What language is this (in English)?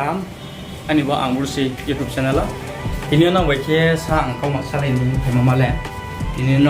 Riang (India)